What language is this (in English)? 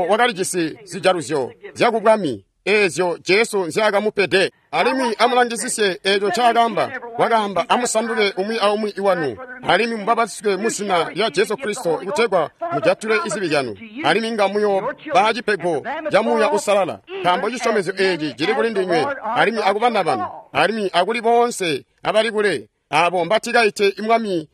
Tonga (Zambia)